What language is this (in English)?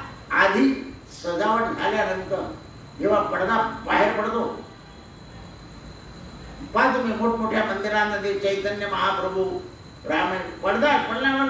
Marathi